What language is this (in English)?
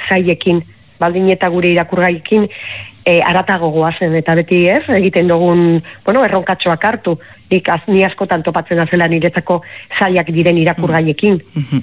Basque